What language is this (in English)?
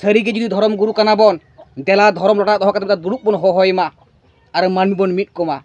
Santali